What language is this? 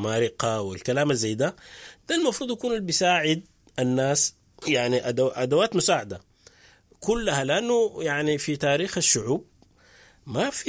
Sudanese Arabic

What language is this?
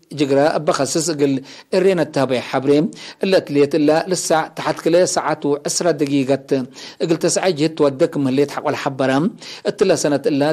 Tigre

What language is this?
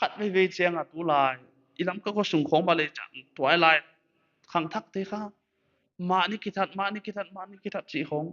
Paite Chin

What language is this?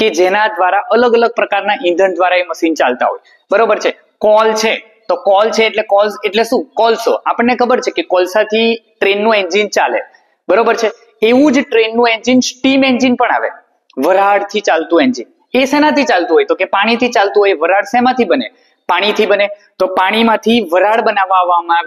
Gujarati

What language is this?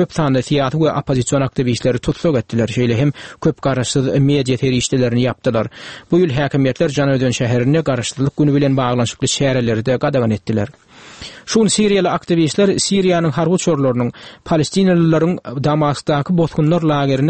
Turkmen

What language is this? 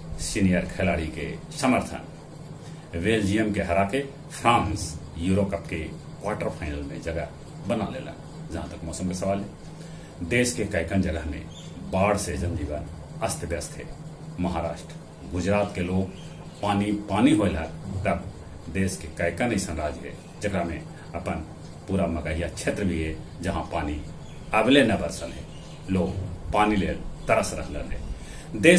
Magahi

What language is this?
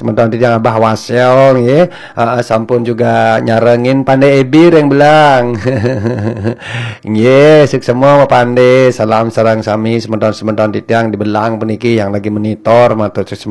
Balinese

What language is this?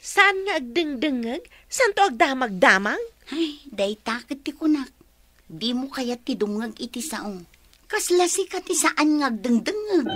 Iloko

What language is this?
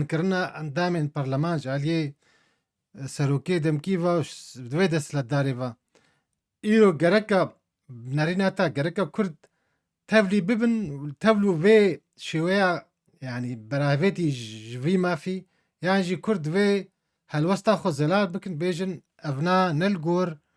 Kurdish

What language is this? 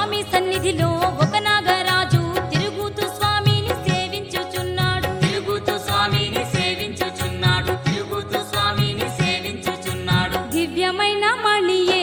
Telugu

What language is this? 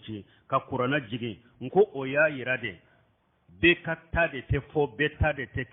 Bambara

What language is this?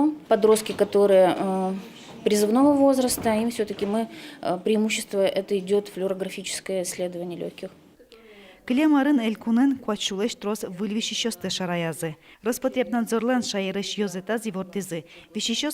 Udmurt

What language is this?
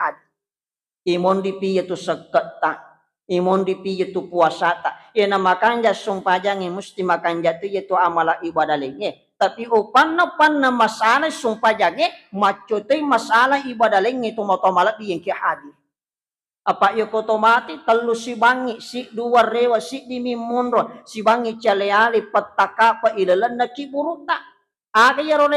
Buginese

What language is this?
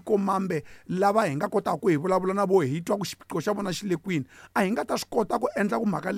Tsonga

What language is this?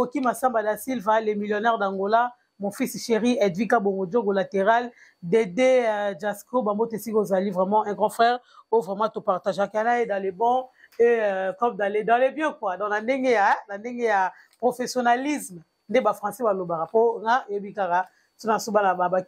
Lingala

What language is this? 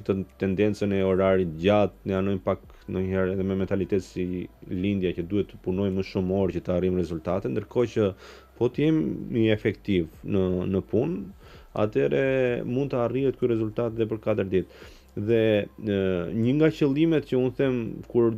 Albanian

